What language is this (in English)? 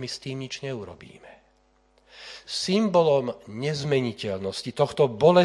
Slovak